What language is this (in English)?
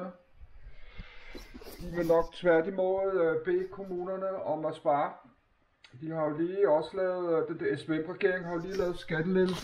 Danish